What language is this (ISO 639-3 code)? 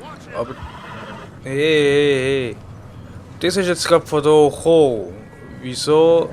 gsw